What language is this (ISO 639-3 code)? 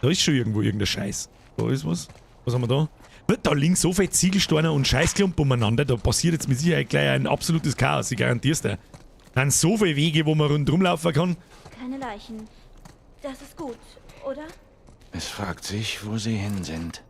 bar